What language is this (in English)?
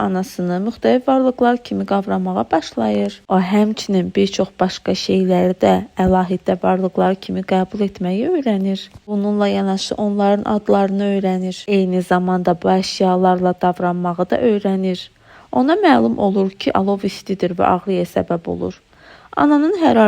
Azerbaijani